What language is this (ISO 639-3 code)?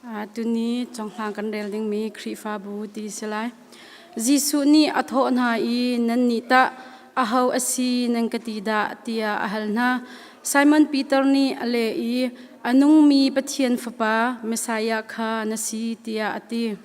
cnh